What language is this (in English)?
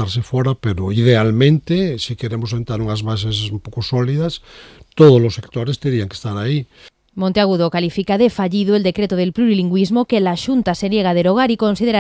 Galician